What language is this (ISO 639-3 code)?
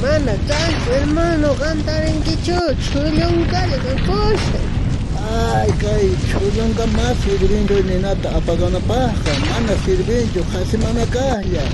quh